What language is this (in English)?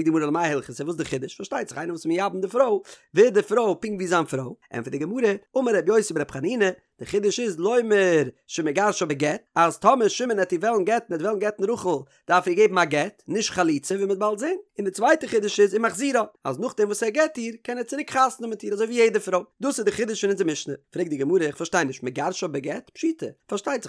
Yiddish